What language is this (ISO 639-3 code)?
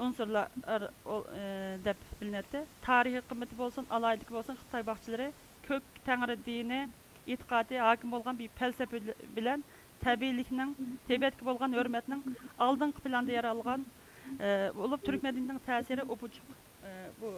uig